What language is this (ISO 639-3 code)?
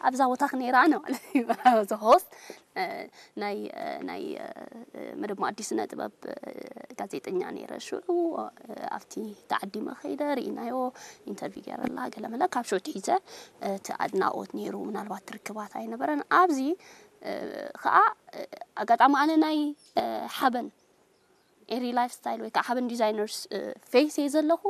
tir